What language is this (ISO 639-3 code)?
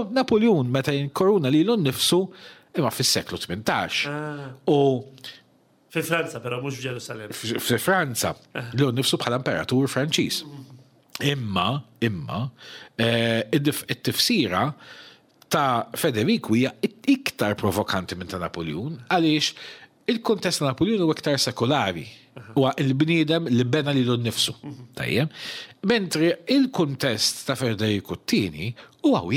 mlt